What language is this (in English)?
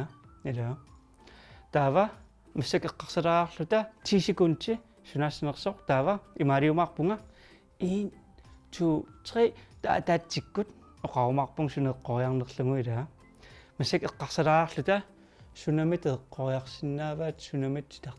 Kalaallisut